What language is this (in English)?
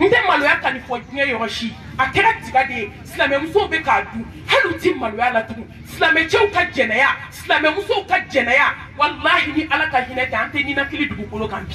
Bambara